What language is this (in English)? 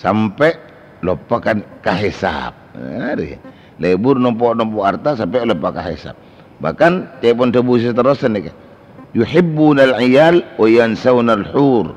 Madurese